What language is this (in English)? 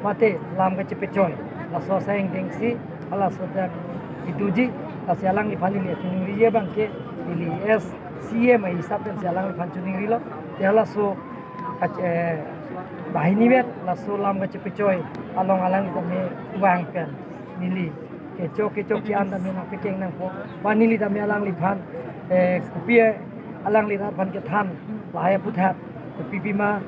Karbi